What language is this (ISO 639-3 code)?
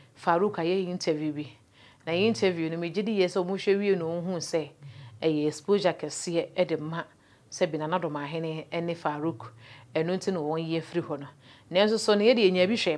aka